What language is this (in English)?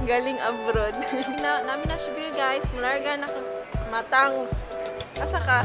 Cebuano